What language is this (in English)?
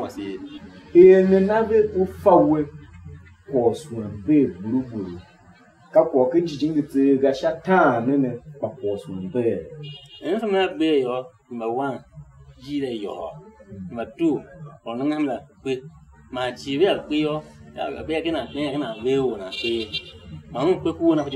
Tiv